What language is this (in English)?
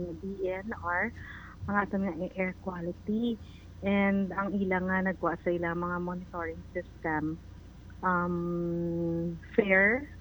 Hiligaynon